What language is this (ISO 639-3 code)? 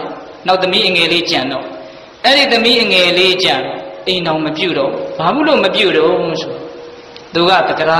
mya